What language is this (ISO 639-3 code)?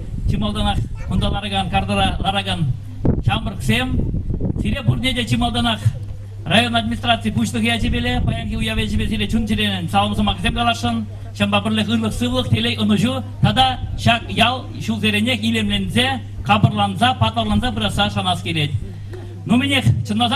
chv